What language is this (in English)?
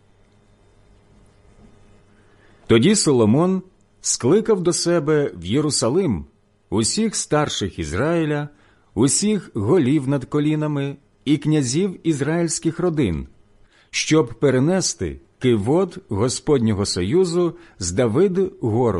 Ukrainian